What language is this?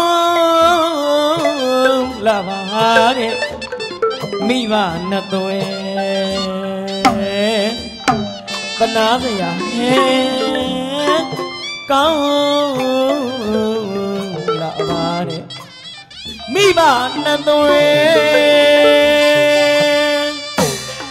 Burmese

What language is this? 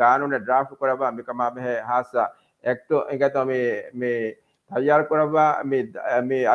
Divehi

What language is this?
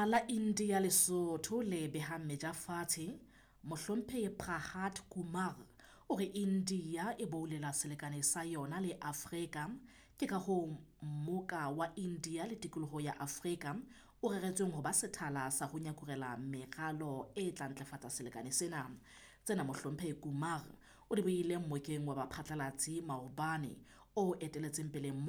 Southern Sotho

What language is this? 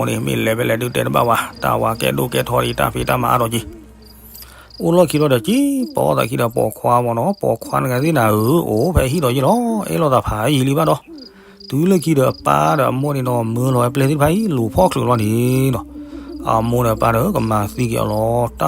S'gaw Karen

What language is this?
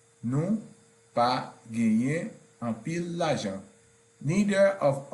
Haitian Creole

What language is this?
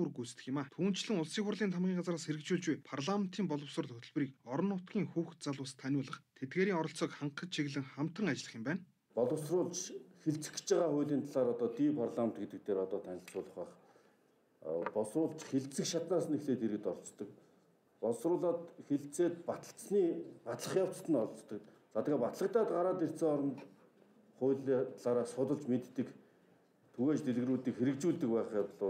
Mongolian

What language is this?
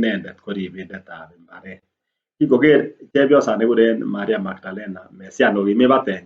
Kalenjin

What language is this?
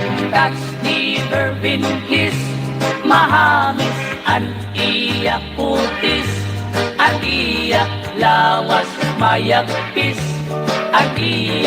Waray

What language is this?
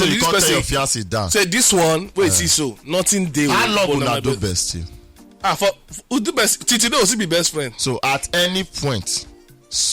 Nigerian Pidgin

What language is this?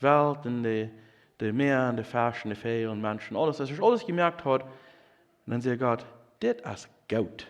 Plautdietsch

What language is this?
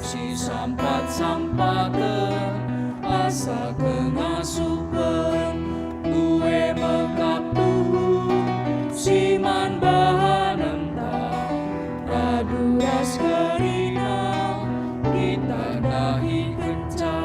Batak Karo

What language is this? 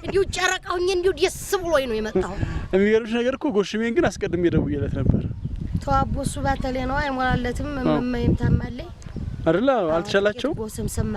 Amharic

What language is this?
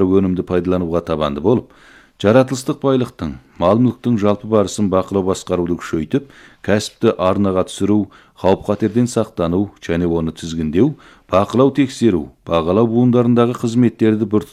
Kazakh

